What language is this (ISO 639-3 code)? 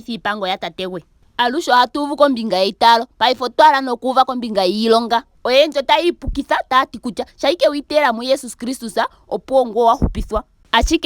ndo